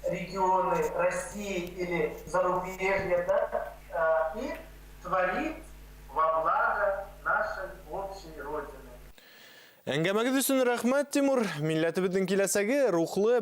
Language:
Bashkir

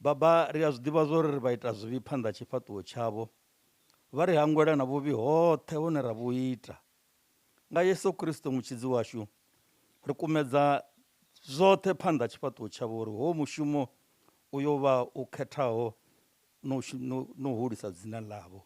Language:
Venda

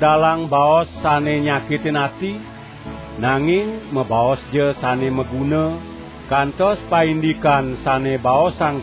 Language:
Balinese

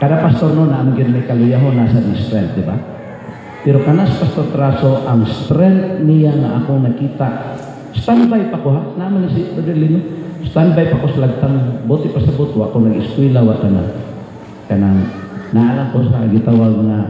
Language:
Cebuano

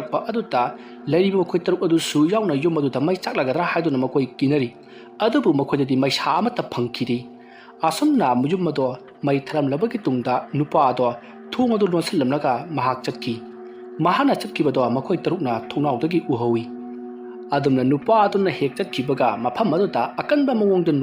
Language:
Manipuri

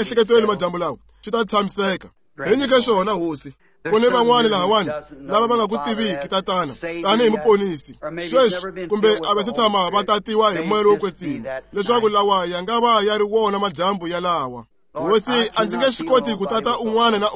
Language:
Tsonga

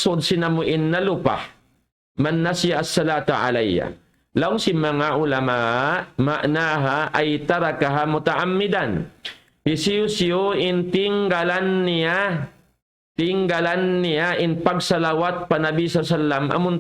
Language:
Tausug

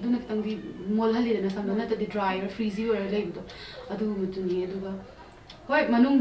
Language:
Manipuri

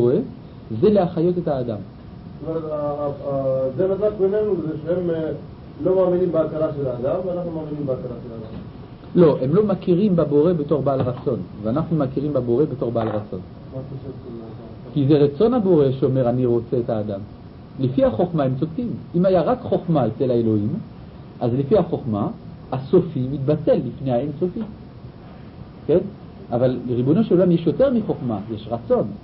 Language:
Hebrew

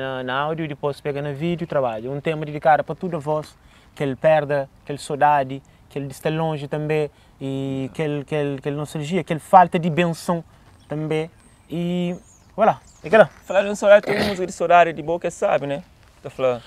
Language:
Kabuverdianu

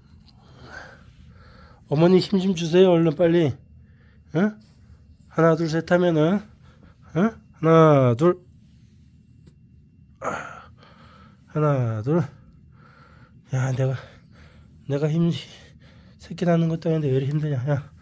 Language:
Korean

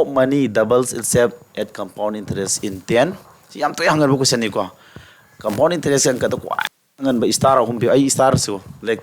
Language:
Manipuri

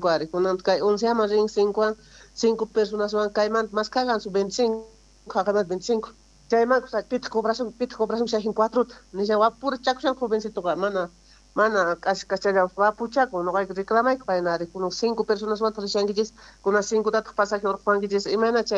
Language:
South Bolivian Quechua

